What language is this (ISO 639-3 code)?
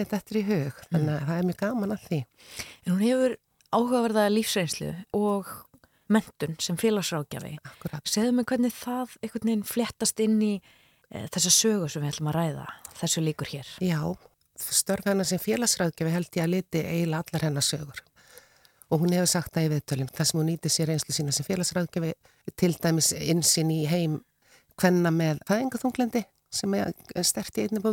isl